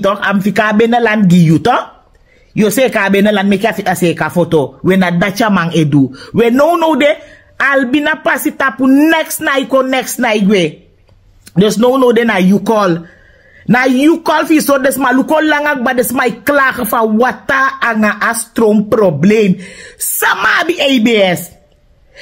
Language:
Sranan Tongo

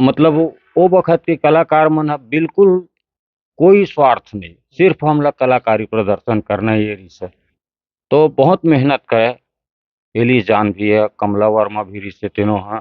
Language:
Chhattisgarhi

